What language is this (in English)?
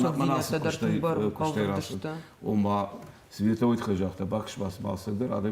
Ossetic